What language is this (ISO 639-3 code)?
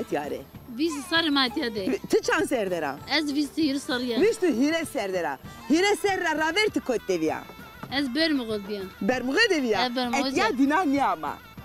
zza